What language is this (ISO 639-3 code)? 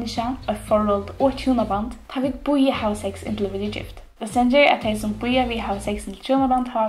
fao